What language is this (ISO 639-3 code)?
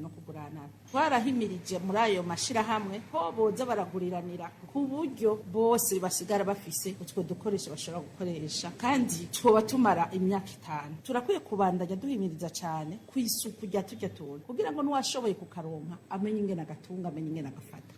run